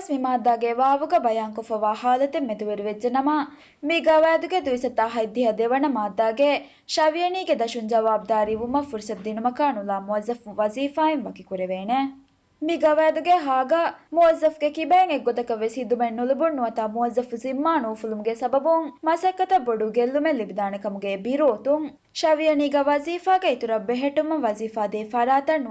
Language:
Divehi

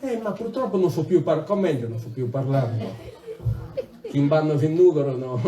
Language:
Sardinian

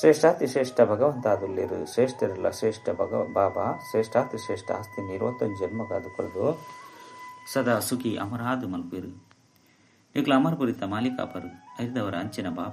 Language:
Tulu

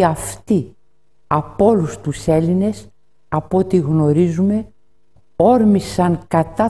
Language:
Greek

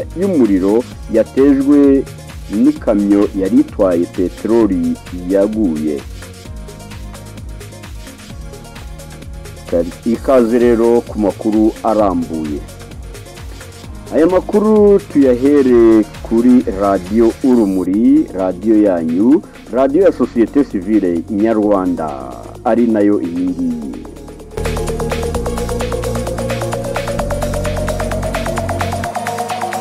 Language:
Kinyarwanda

